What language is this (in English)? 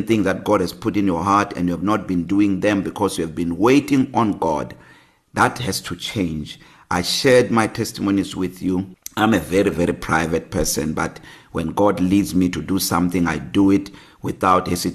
English